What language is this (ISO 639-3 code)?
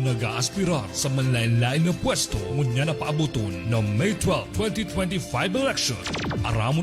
bik